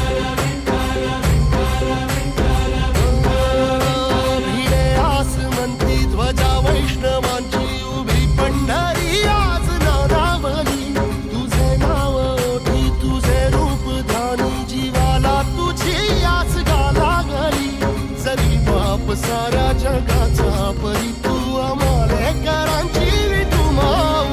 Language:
Marathi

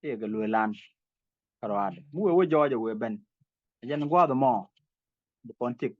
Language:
Nuer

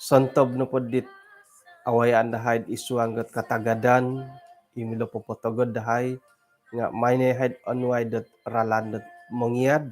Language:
Central Dusun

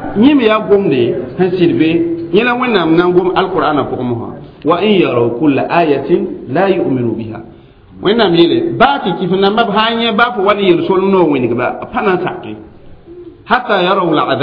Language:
Mossi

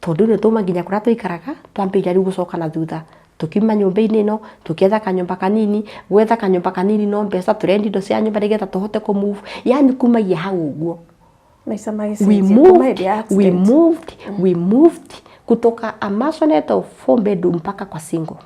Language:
Kikuyu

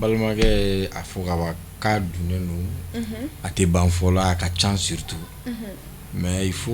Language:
Bambara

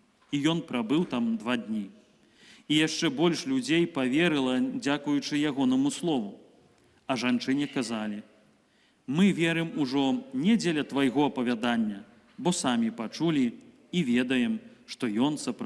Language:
Belarusian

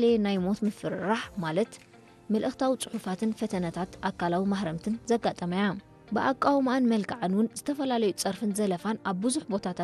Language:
Tigrinya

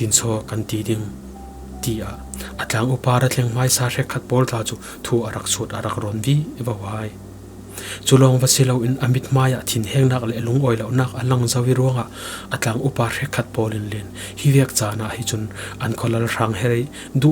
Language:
Falam Chin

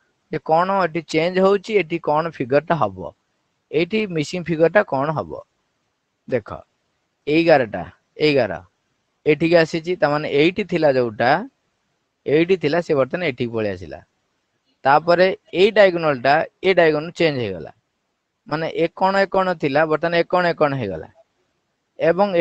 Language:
Odia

